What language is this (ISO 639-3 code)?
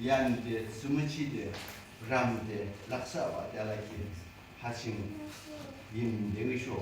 yim